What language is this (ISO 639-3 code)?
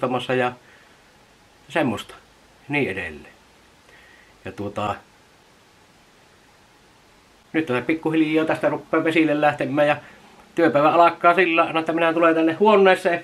fin